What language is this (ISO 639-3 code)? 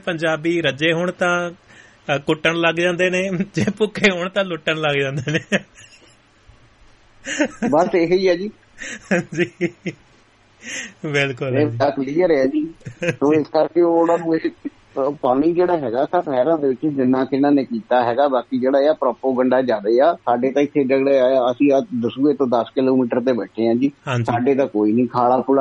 pan